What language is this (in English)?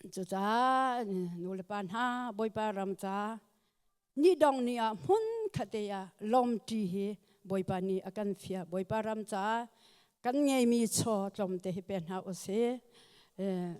Hakha Chin